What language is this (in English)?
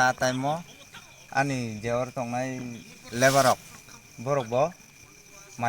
Kok Borok